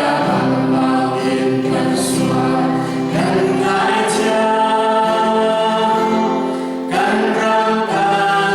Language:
Hakha Chin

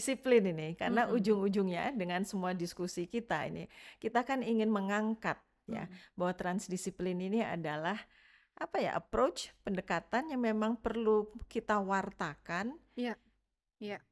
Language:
Indonesian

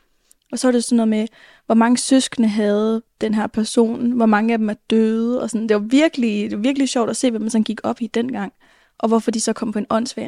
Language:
Danish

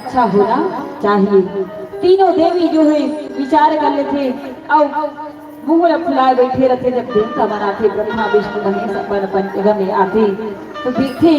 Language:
Chhattisgarhi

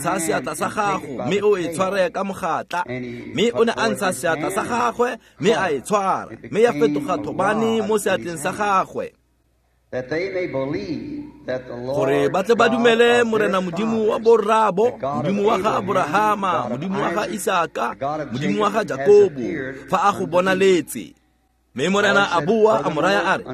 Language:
Tswana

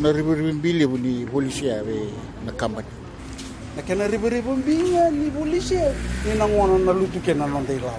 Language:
Fijian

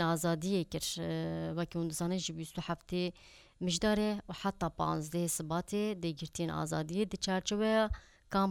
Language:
Kurdish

